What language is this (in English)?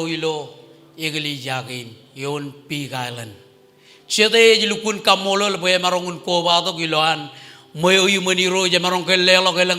Marshallese